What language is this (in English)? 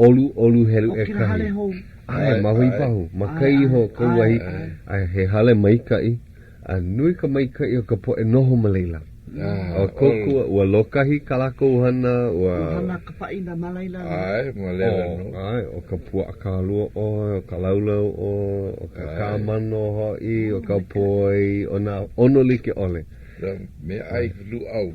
Hawaiian